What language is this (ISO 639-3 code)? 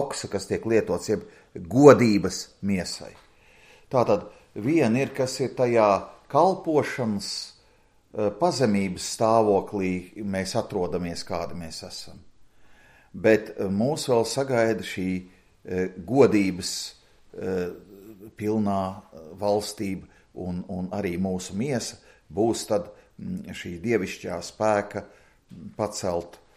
lav